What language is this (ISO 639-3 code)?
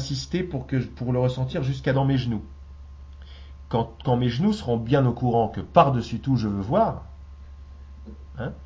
fra